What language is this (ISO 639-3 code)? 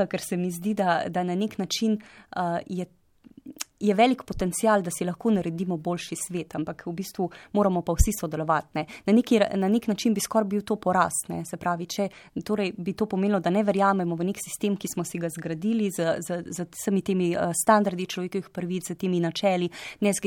slv